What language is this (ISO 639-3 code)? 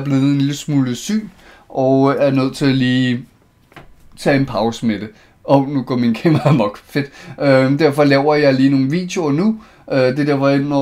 dan